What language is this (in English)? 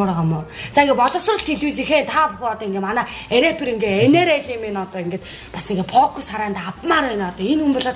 Mongolian